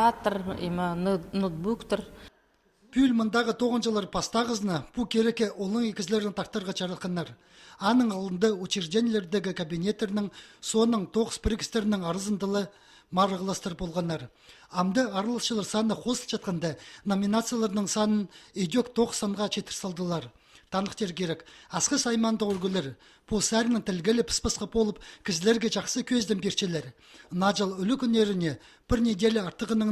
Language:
Khakas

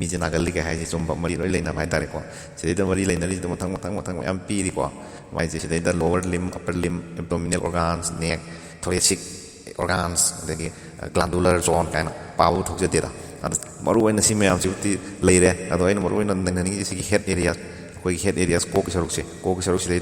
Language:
Manipuri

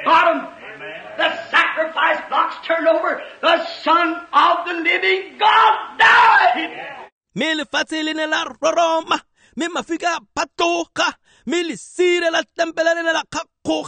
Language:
Tswana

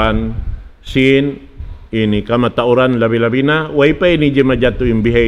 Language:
Tausug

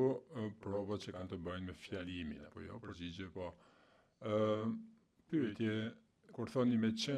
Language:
Albanian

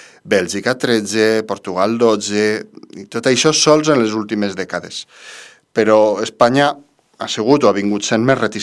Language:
Catalan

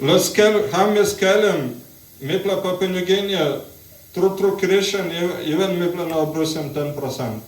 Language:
Tok Pisin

